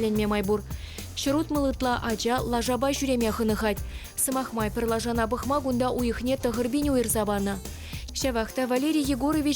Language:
Chuvash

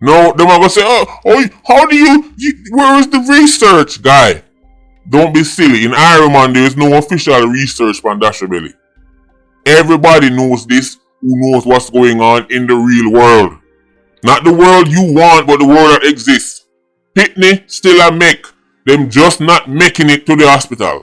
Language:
Jamaican Creole English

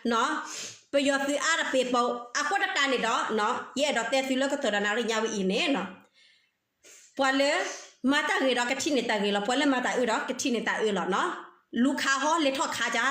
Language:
S'gaw Karen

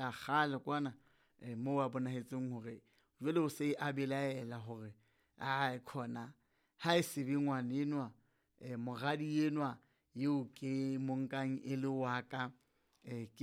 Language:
Southern Sotho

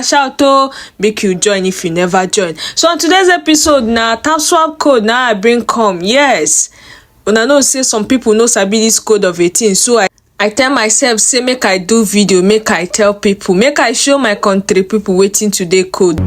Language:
Nigerian Pidgin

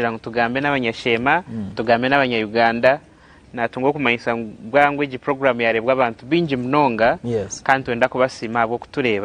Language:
Nyankole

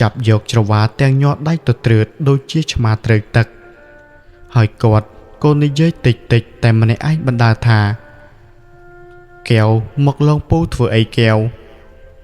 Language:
Khmer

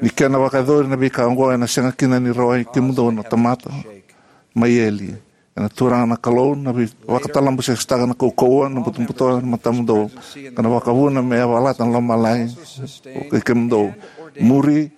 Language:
Fijian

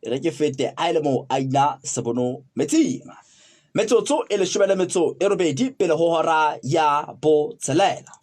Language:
Southern Sotho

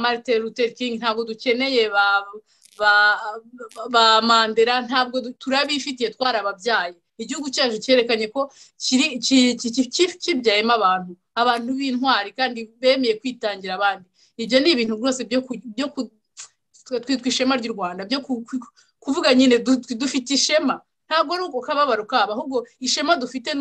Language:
Kinyarwanda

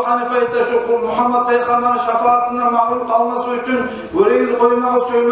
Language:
Kumyk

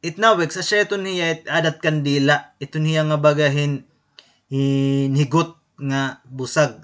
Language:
Waray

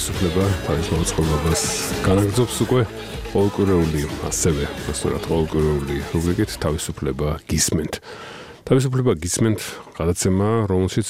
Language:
Georgian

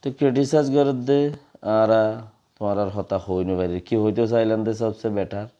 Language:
Rohingya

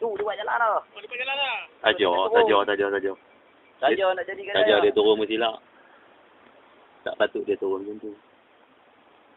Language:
Malay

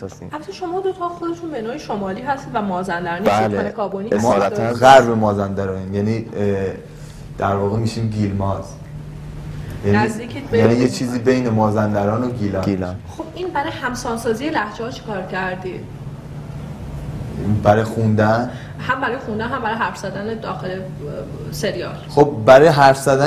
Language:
Persian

